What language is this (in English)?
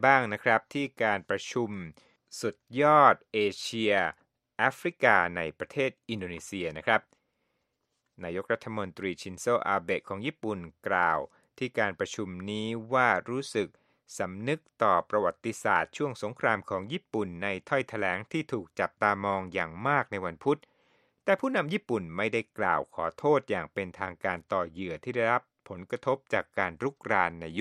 Thai